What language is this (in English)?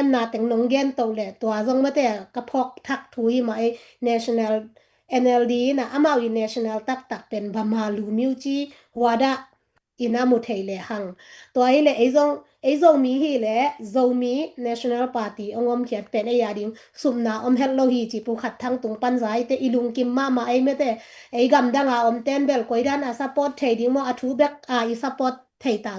Tedim Chin